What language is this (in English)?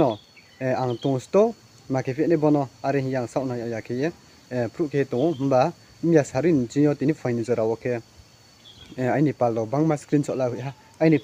Riang (India)